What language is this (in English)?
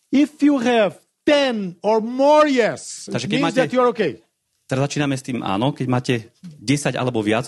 Slovak